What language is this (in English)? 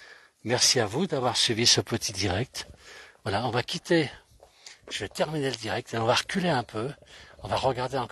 French